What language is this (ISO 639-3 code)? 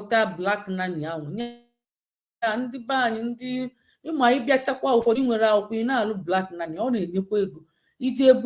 ibo